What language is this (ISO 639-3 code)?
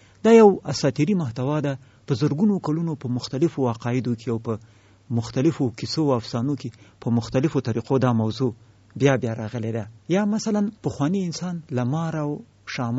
pus